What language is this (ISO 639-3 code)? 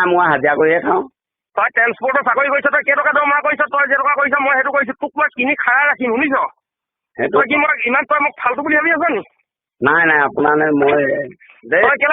asm